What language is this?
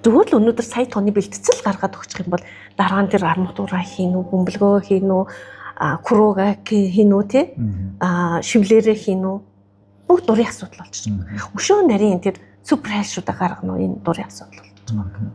Mongolian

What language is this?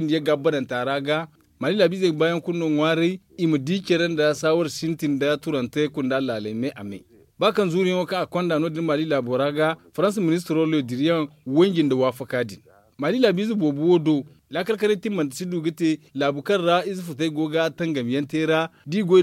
Zarma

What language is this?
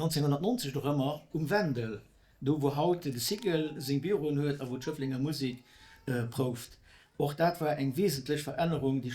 Luxembourgish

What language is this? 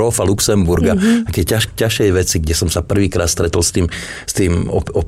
Slovak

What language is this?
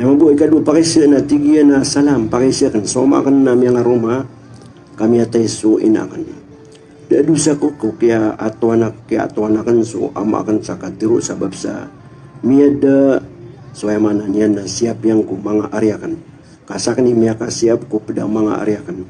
Maranao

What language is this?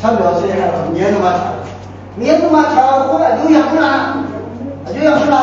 Akha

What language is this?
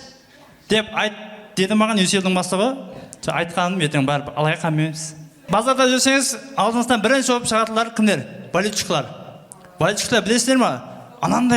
Kara-Kalpak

